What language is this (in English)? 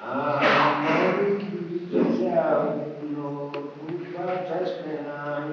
Sardinian